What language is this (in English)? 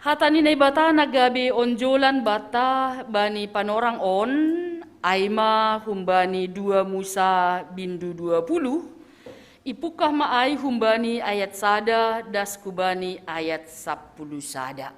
Batak Simalungun